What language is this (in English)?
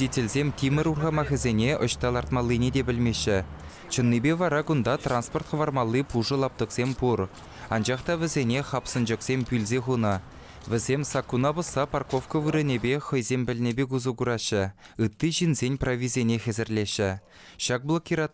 Chuvash